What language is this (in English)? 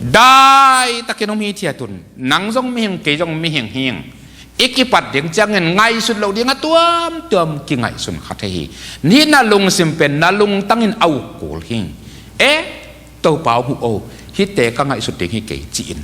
Tedim Chin